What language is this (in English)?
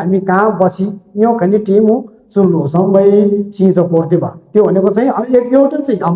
Nepali